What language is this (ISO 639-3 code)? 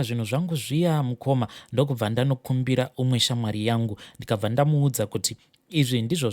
sna